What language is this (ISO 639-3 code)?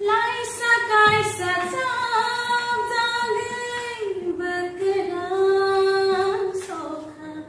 trp